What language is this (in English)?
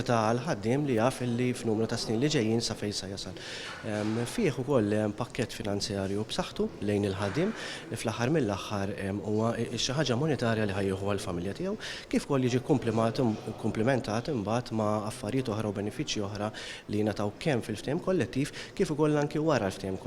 Maltese